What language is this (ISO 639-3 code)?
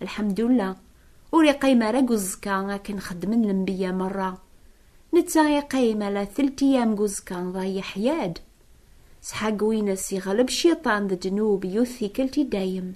kab